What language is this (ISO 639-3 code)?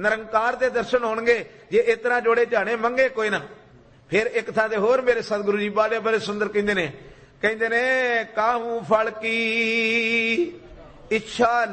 pan